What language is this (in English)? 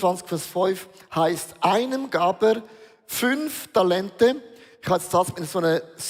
Swiss German